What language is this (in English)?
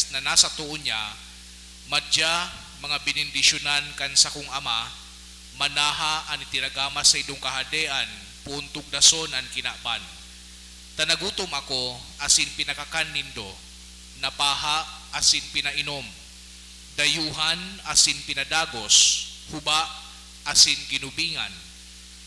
Bikol